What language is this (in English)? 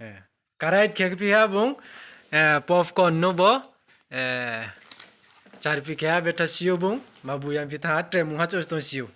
Riang (India)